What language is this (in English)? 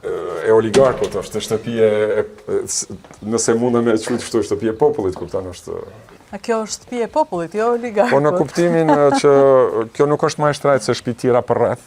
Albanian